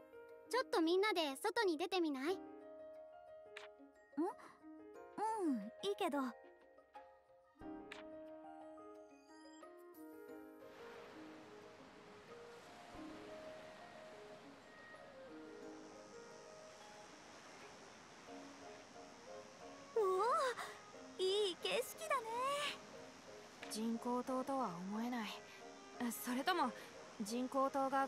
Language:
Japanese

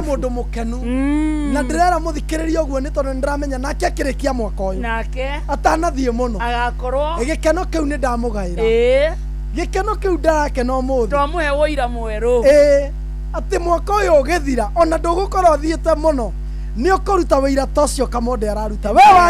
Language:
Kikuyu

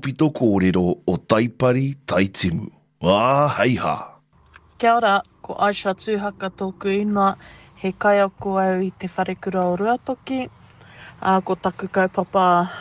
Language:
Māori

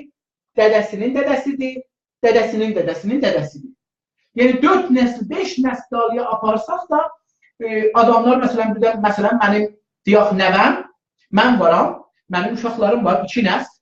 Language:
South Azerbaijani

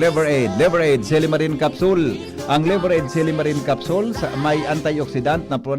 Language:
Bikol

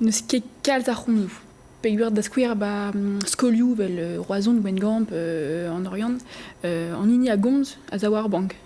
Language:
Breton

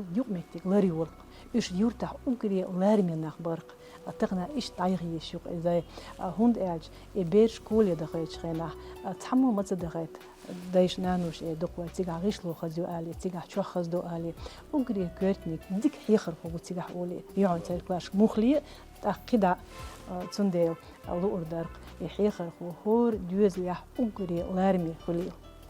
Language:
Chechen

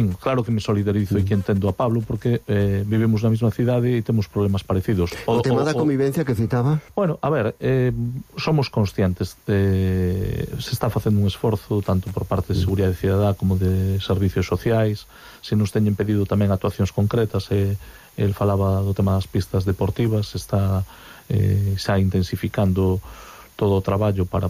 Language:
Galician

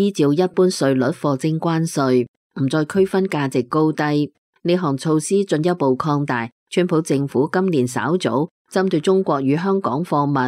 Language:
Cantonese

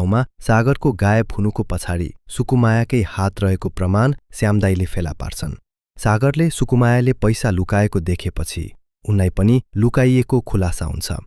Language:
Nepali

